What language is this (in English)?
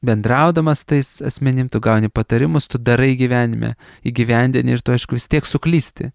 Lithuanian